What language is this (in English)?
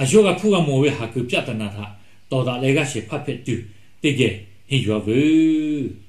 Lahu